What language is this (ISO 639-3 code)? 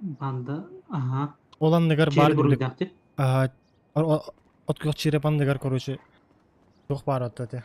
sah